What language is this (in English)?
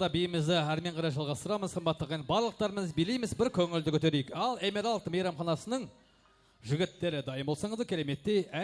Kara-Kalpak